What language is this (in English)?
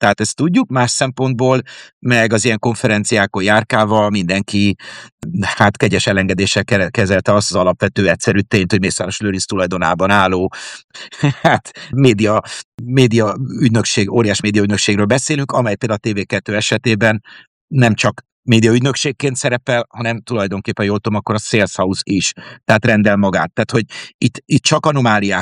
Hungarian